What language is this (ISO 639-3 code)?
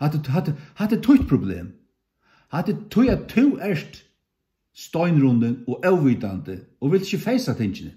fao